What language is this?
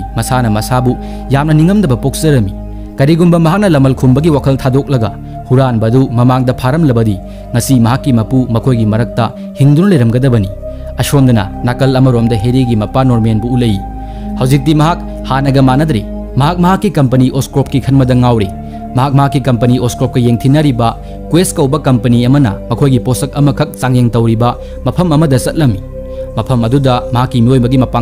Manipuri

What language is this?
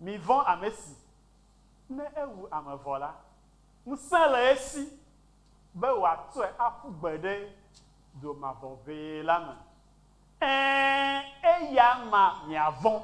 Ewe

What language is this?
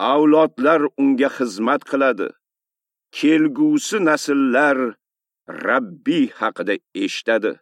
Uzbek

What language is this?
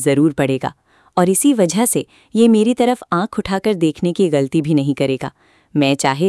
Hindi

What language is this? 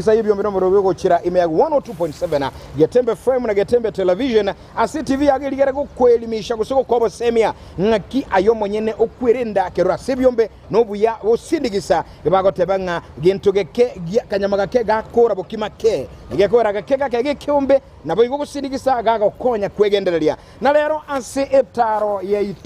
Gusii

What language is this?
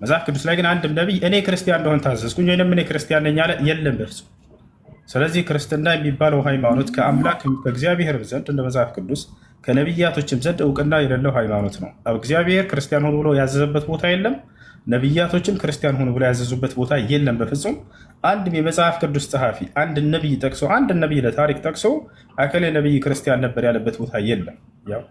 Amharic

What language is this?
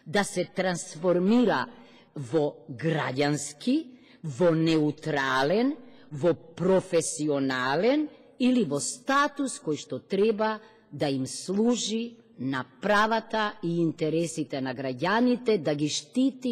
Macedonian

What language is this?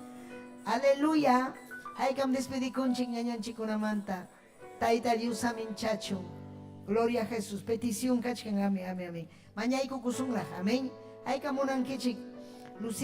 Ayacucho Quechua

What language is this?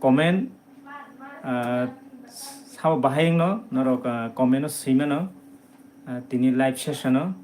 Kok Borok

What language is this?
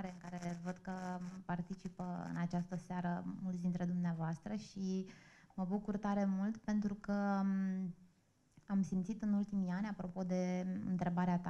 Romanian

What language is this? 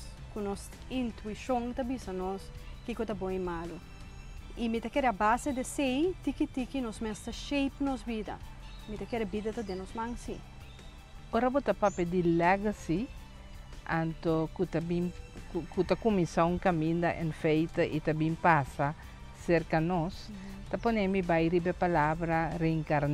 Papiamento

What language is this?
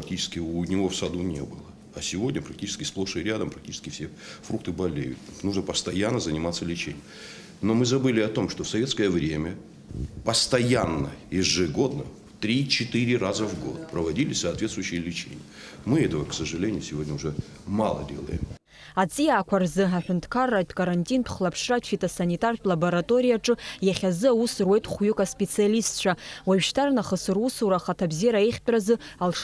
Abkhazian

